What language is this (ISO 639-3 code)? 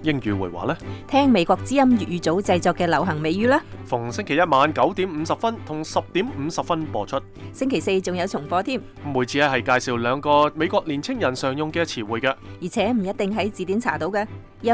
yue